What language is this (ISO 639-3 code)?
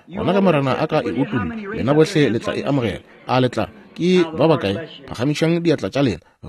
nso